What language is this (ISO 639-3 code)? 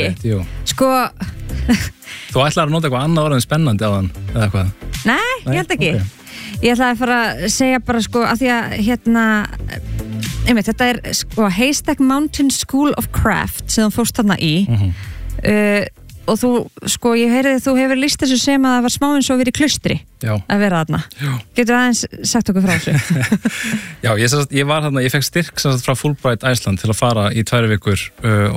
isl